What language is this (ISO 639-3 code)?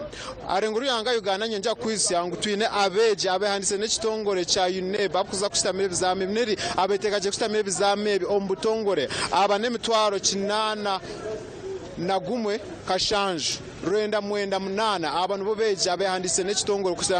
nyn